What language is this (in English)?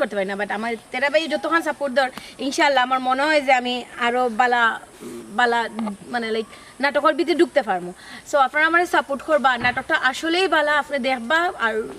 Sylheti